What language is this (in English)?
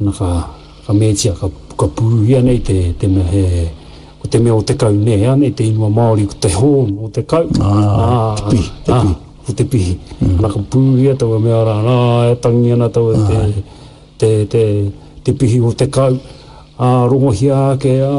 Māori